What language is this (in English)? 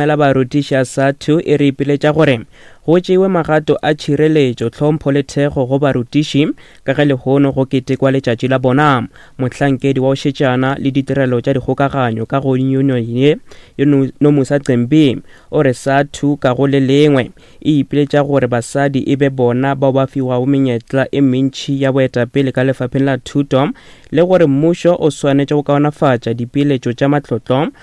Northern Sotho